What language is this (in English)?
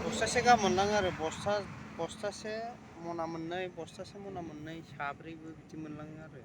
Bodo